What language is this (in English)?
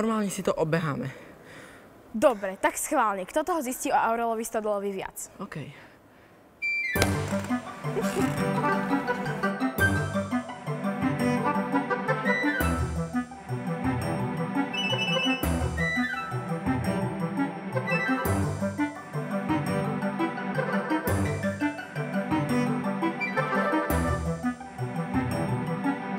Slovak